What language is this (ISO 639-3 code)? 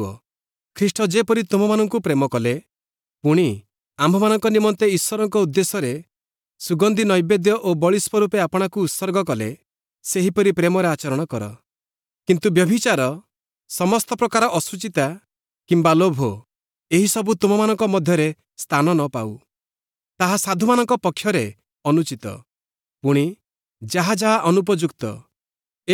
ori